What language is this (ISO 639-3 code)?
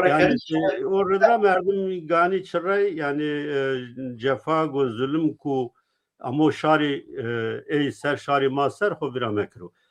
zza